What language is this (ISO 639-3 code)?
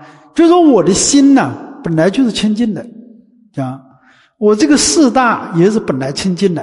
zho